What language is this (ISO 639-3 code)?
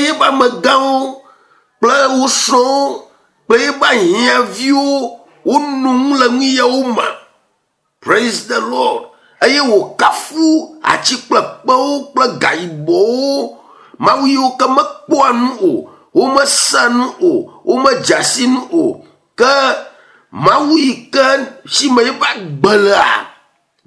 ewe